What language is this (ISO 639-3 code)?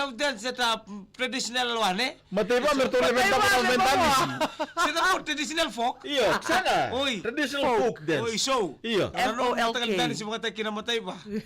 fij